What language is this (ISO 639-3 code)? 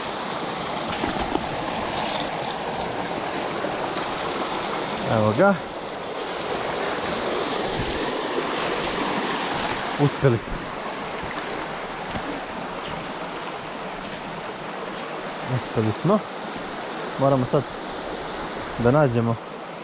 hrv